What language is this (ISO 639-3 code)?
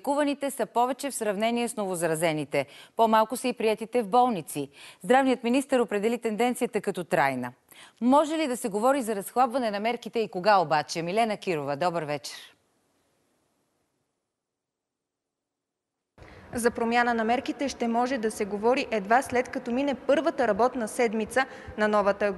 bul